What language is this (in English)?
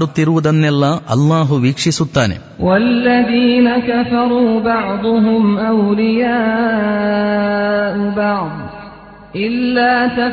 Kannada